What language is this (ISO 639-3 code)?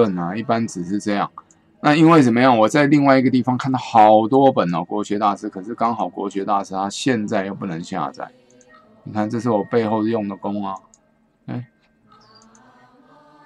zho